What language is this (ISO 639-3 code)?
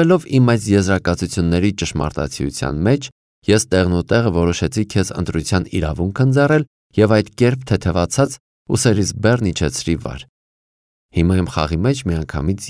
hye